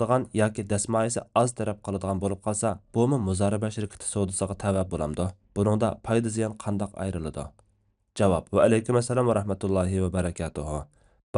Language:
Uyghur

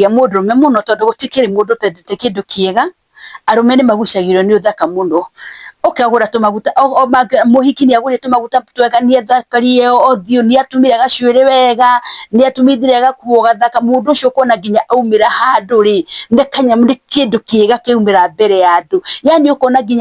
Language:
Kikuyu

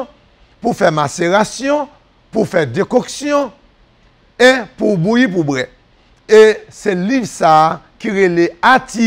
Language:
Haitian Creole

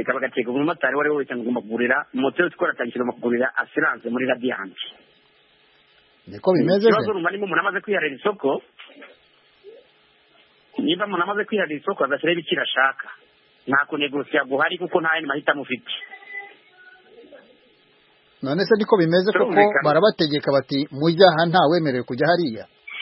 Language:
Kinyarwanda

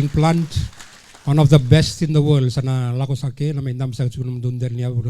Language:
Fijian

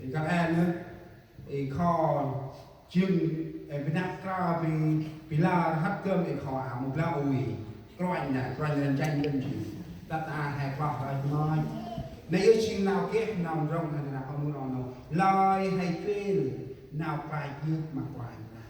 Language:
Central Mnong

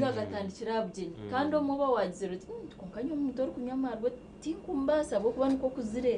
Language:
Nyankole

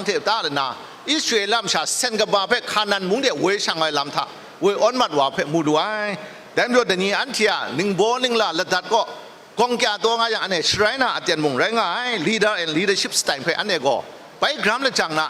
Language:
Kachin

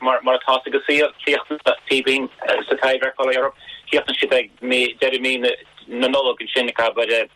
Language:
Irish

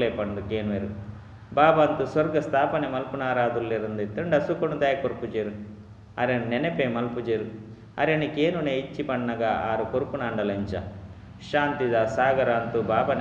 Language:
Tulu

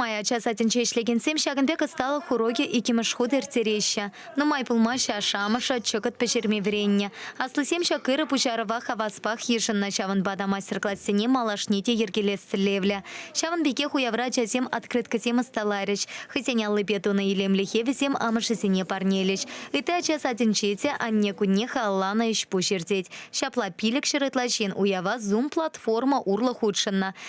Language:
Chuvash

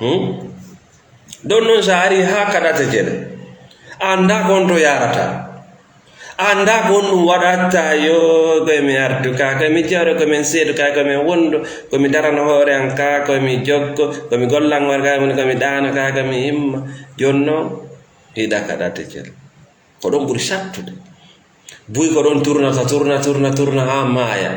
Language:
Fula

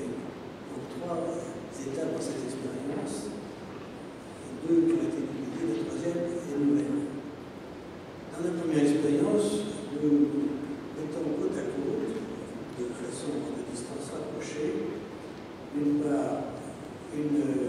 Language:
French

